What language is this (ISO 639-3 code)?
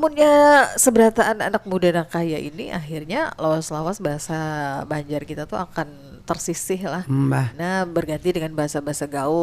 bjn